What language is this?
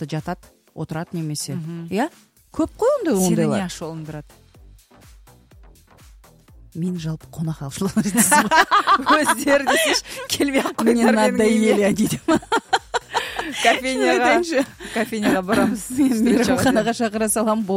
Kazakh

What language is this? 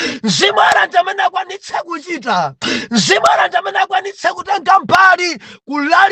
Nyanja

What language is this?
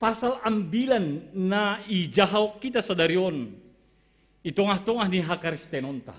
Batak Simalungun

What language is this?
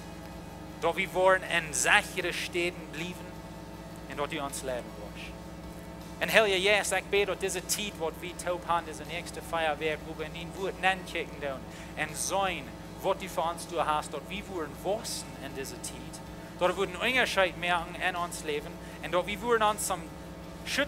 Plautdietsch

